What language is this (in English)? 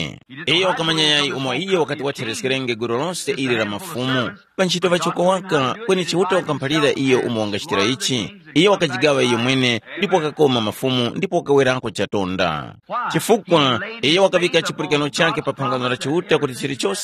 Tumbuka